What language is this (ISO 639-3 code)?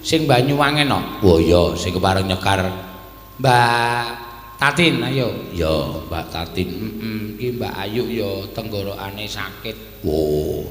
jav